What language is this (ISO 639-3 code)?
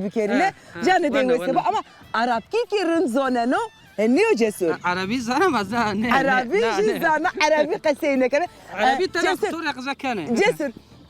zza